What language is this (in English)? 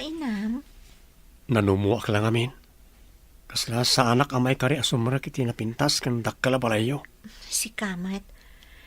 Iloko